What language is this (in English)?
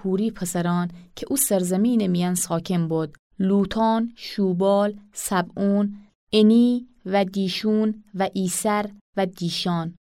Gilaki